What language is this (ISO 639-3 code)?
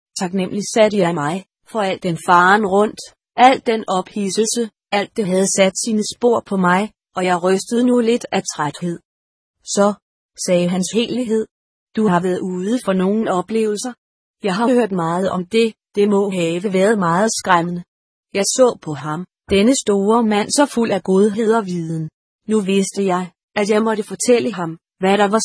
dan